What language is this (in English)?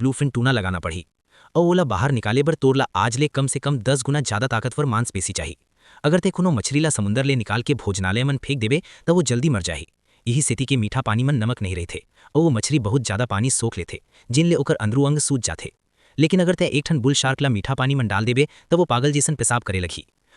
Chhattisgarhi